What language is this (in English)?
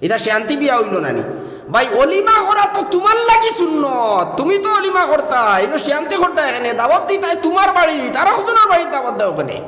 Sylheti